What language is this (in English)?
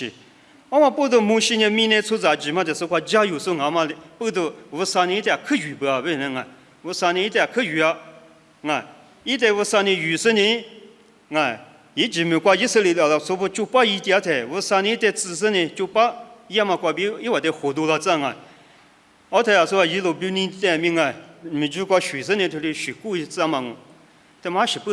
Lisu